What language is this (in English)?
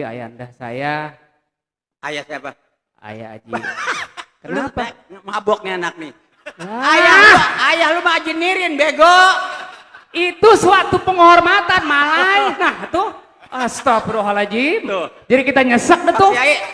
Betawi